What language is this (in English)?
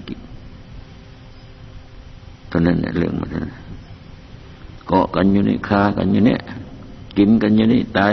Thai